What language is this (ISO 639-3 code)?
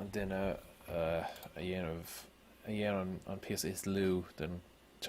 gle